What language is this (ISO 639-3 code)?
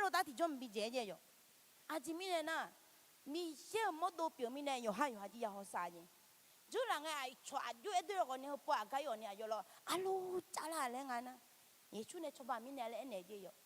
ahk